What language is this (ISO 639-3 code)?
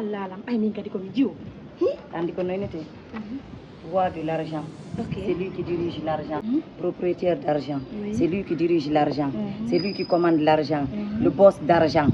ful